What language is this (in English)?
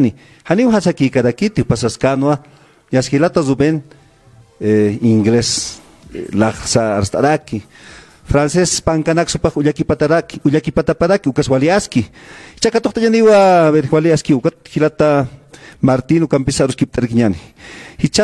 Aymara